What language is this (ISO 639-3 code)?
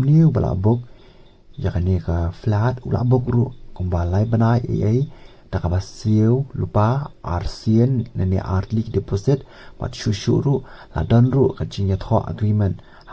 kha